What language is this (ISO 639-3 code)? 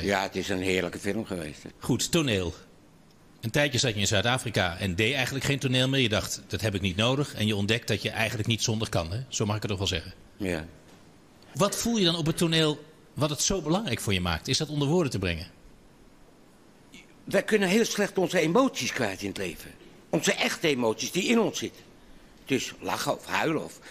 nld